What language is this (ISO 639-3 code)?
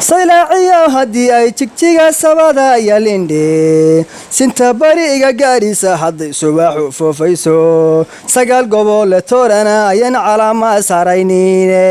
som